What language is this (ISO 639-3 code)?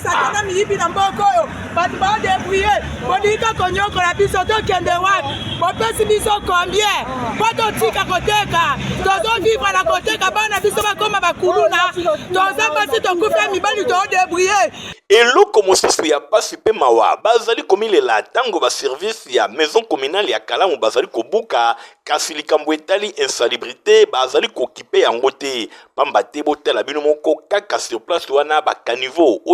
lin